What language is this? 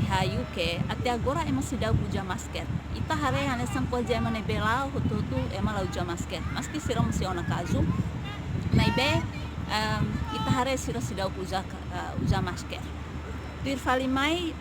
Tetum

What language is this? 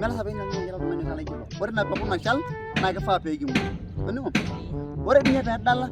Masai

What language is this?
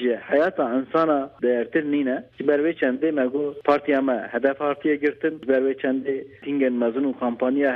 Kurdish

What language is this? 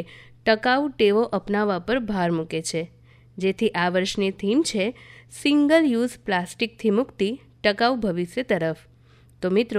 Gujarati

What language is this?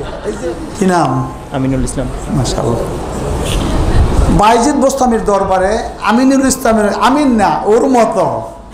Bangla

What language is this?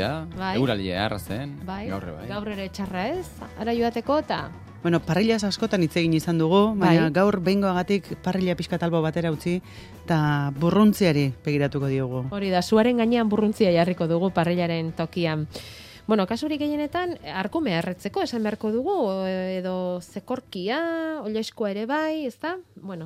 Basque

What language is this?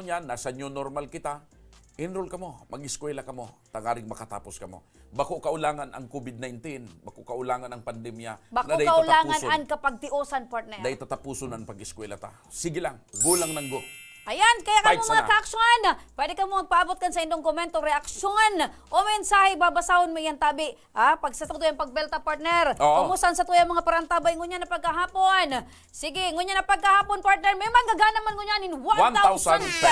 Bikol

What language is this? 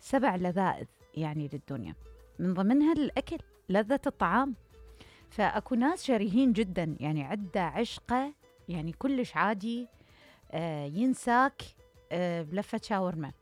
Mesopotamian Arabic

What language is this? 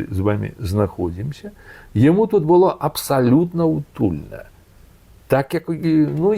Belarusian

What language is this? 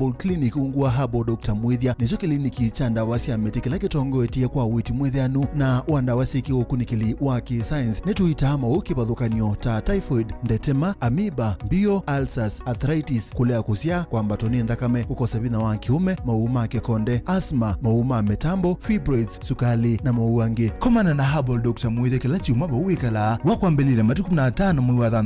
Kamba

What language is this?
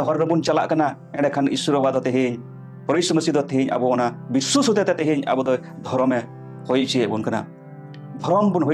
Santali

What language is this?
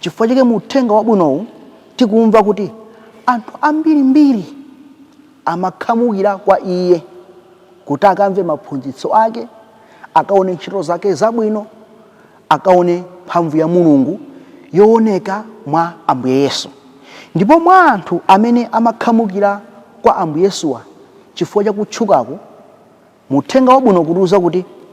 Nyanja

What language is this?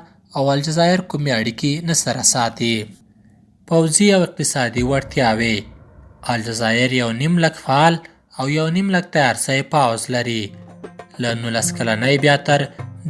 Pashto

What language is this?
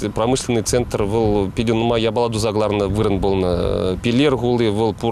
Chuvash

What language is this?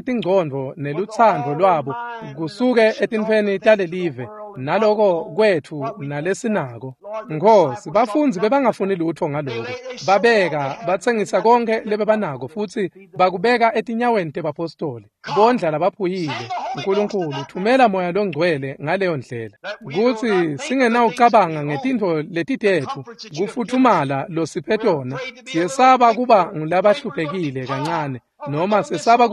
Swati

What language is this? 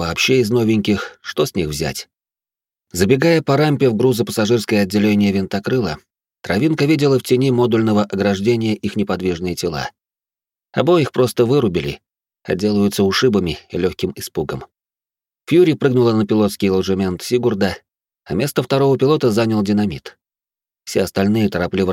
Russian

